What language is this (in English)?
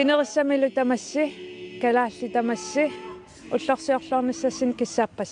Kalaallisut